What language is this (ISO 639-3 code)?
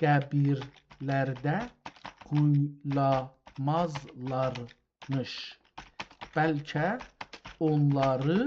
azb